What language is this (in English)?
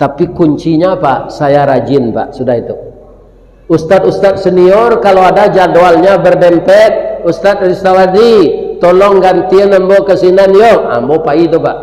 Minangkabau